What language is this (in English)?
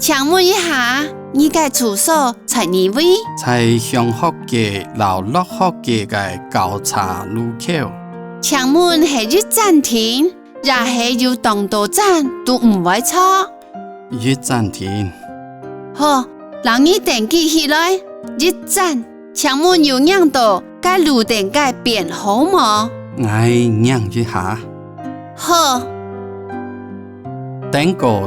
Hakka Chinese